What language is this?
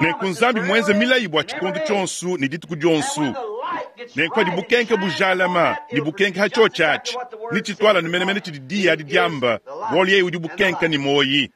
Luba-Lulua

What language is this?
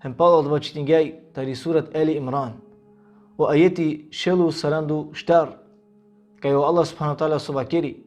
Balkan Romani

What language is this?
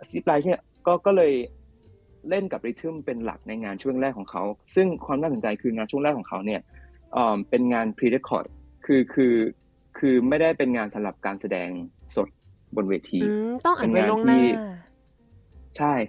Thai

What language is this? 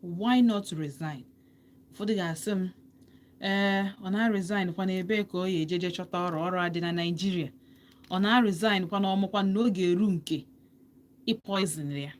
Igbo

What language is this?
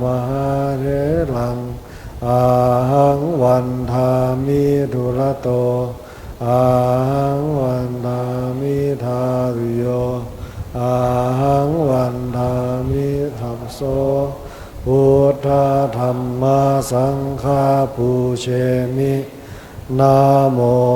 Pali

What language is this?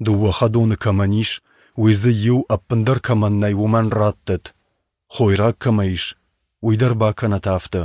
Ossetic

